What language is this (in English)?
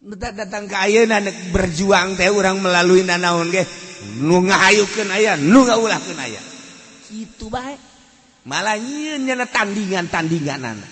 Sundanese